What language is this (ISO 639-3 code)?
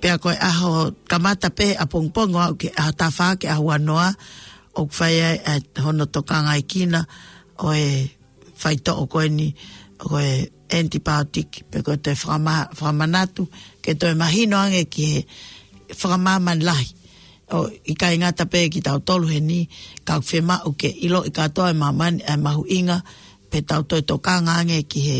ton